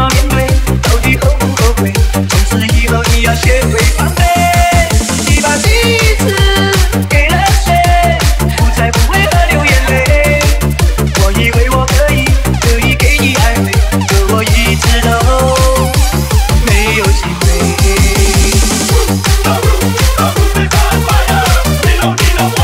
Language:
Chinese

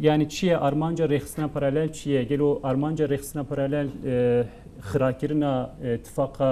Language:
Kurdish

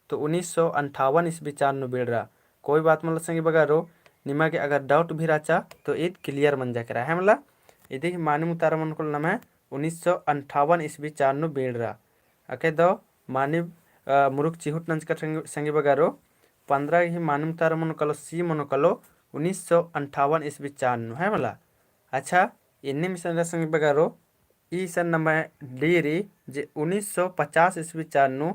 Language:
Kurukh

